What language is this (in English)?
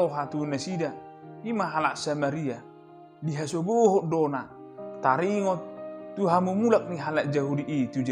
Batak Toba